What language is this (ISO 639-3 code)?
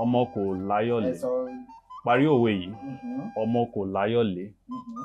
yor